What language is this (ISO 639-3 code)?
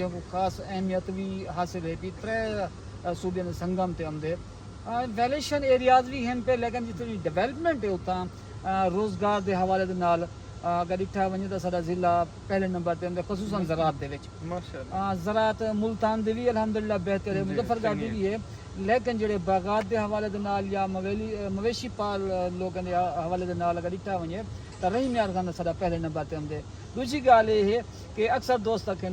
skr